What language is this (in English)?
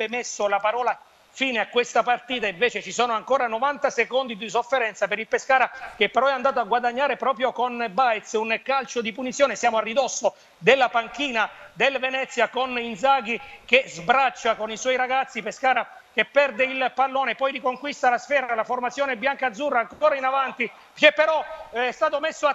Italian